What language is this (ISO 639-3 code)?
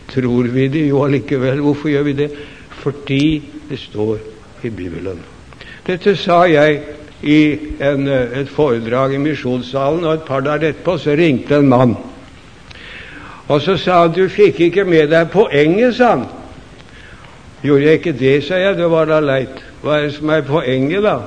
nor